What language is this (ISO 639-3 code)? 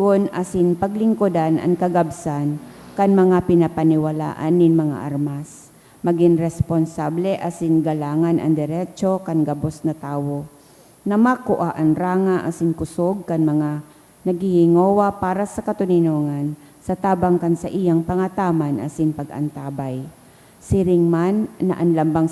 bik